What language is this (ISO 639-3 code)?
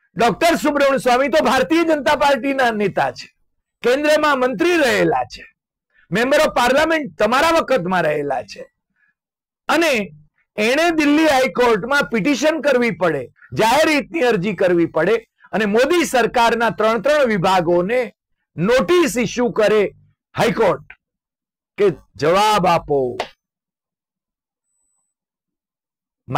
guj